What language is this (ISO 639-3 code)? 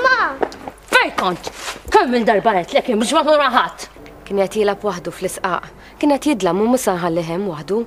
mlt